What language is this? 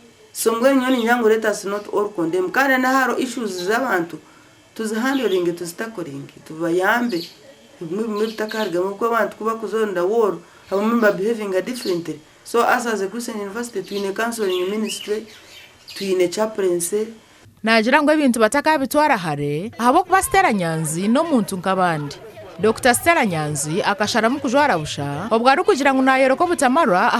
Nyankole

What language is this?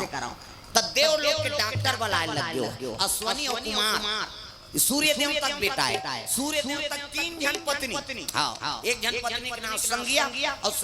Chhattisgarhi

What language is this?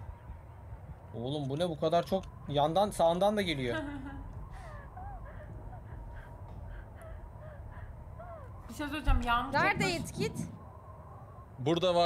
Turkish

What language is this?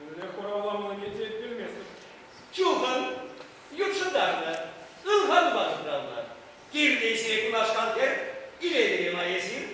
Chuvash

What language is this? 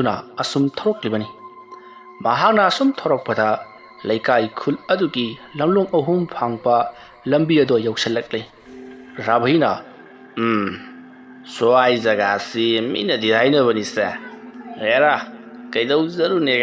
Manipuri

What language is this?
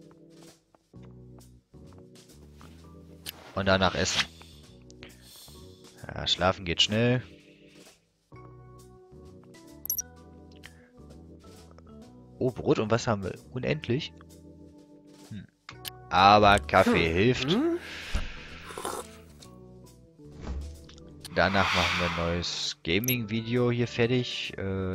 German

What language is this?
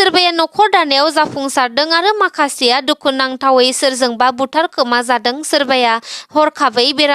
Bodo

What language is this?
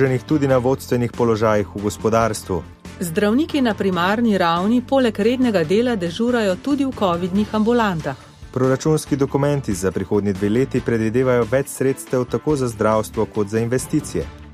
Slovenian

